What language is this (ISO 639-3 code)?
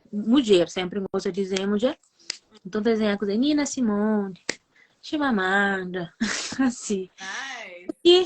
kea